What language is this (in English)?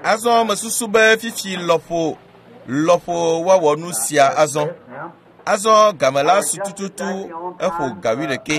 Ewe